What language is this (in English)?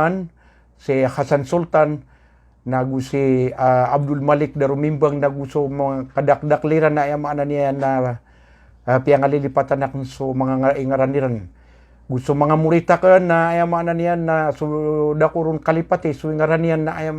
Maranao